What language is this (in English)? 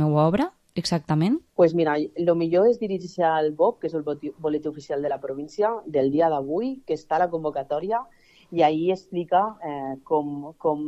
Catalan